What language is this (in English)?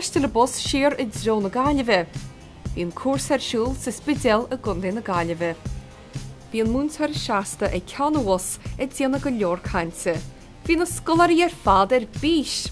Irish